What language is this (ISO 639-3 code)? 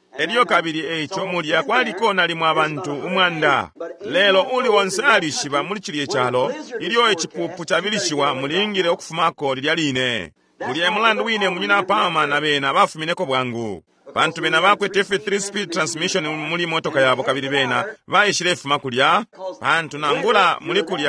bem